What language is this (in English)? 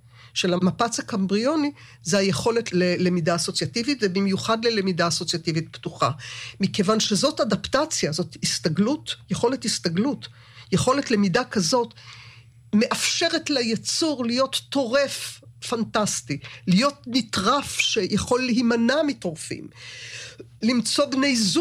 Hebrew